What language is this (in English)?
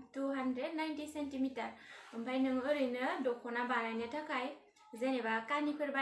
Bodo